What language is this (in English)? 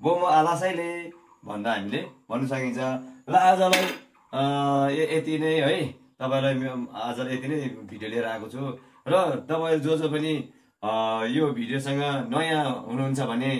Nepali